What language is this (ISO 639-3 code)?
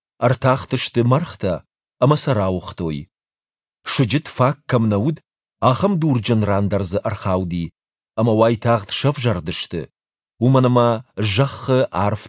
oss